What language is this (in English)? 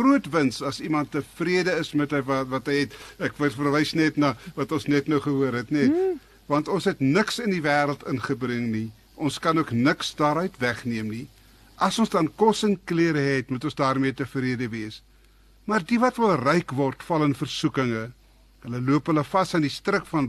Afrikaans